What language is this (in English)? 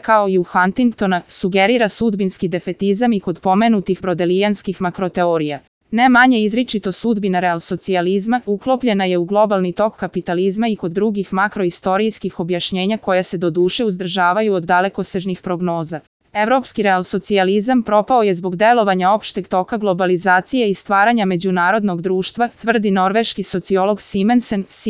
Serbian